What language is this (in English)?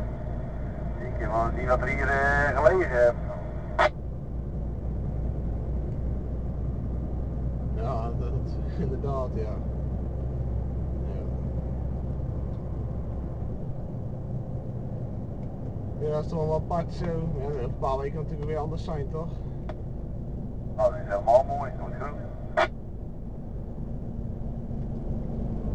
Dutch